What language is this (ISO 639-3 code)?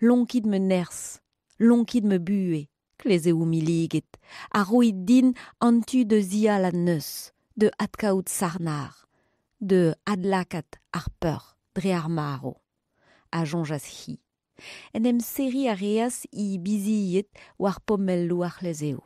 bre